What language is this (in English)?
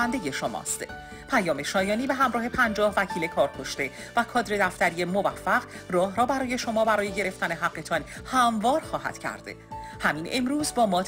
Persian